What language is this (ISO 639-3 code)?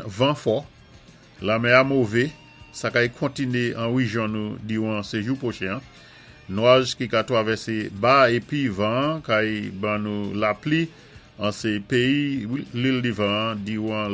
acf